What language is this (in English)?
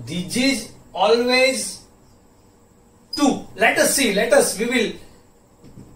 Gujarati